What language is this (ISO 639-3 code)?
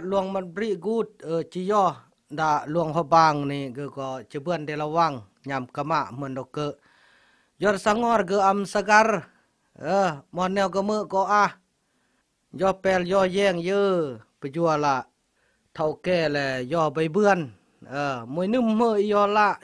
kjg